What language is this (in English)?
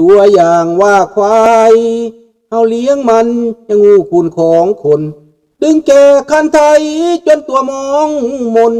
Lao